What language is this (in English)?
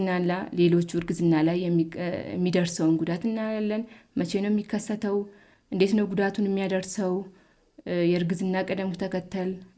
Amharic